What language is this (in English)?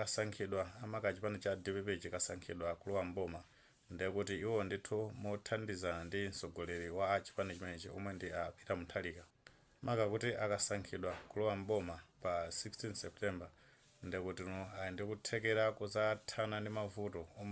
Nyanja